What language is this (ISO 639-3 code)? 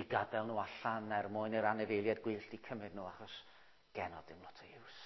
cym